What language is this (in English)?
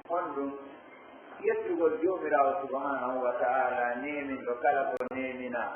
Pular